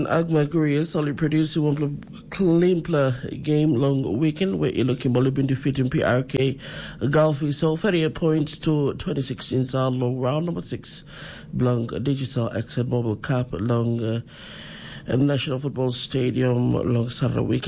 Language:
Tok Pisin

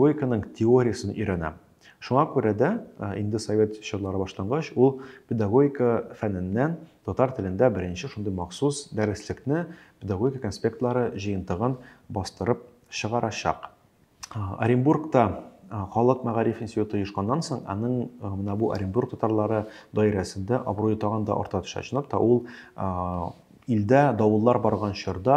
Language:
Tatar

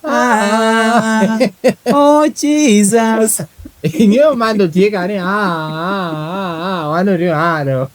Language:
Lango (Uganda)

